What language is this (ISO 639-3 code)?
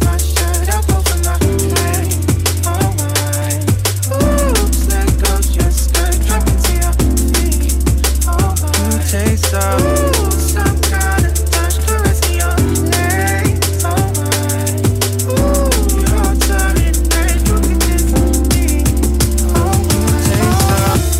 eng